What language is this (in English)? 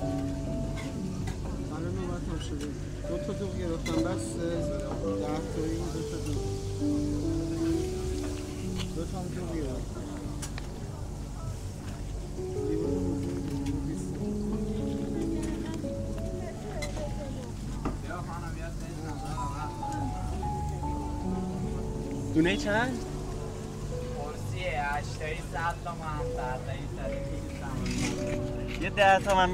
Persian